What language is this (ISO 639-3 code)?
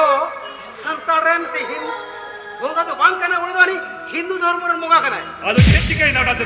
sat